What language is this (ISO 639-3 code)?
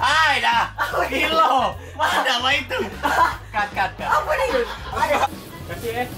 mui